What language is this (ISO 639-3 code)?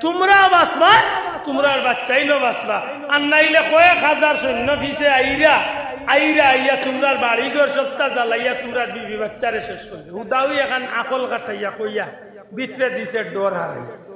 syl